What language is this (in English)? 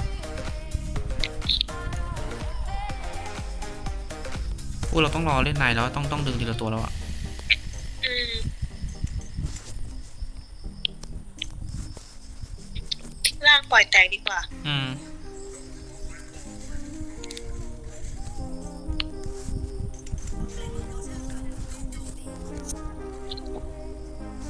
Thai